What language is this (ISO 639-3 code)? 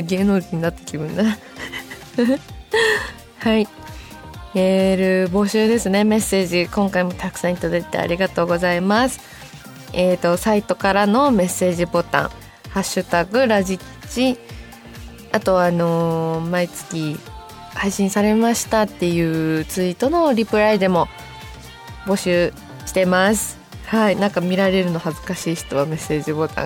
jpn